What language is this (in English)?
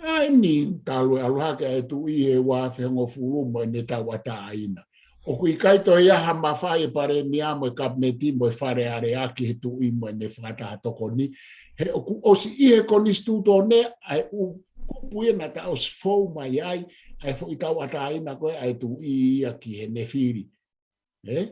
Tongan